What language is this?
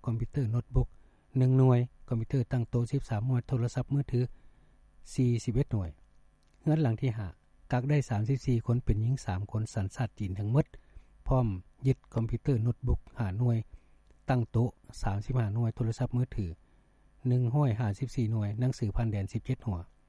Lao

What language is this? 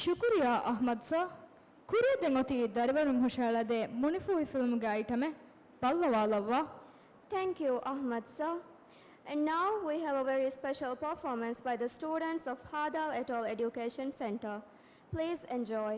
Divehi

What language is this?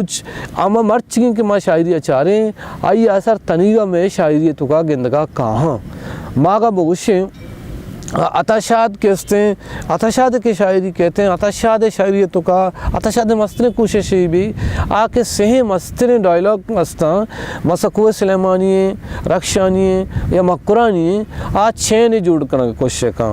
Baluchi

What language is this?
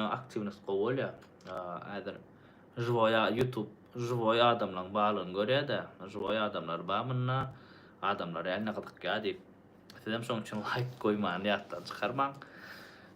Turkmen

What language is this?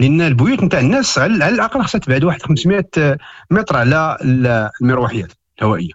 Moroccan Arabic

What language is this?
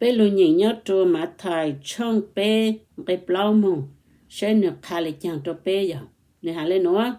Hmong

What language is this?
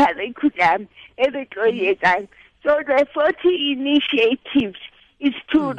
Tswana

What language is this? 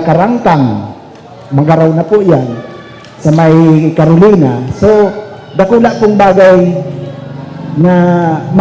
Bikol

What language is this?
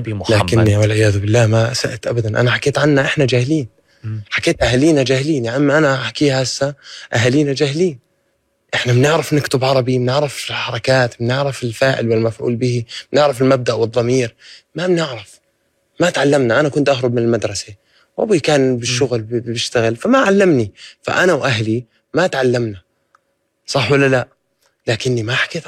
North Levantine Arabic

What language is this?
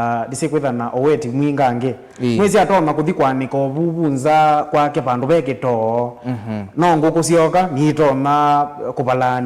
Kamba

